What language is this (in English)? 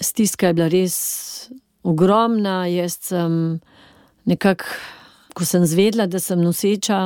Slovenian